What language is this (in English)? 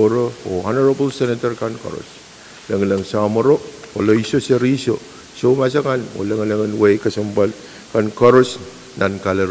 Pohnpeian